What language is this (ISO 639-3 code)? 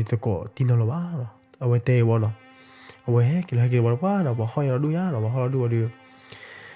ksw